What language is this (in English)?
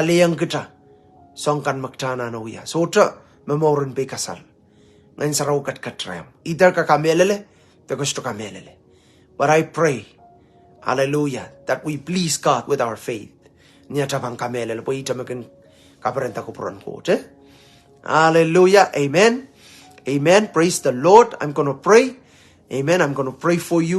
Pohnpeian